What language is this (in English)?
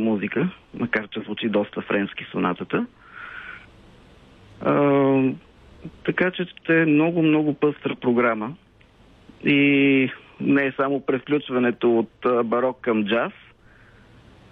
Bulgarian